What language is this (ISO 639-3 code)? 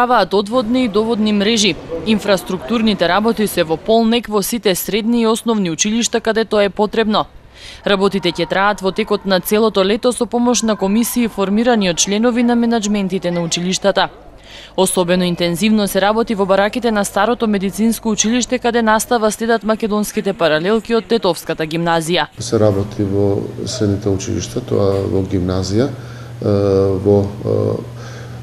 mkd